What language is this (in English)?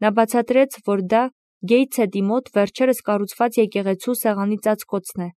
Armenian